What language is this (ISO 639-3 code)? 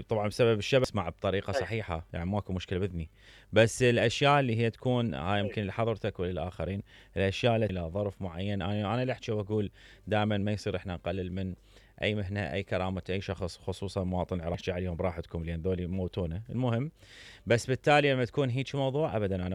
acm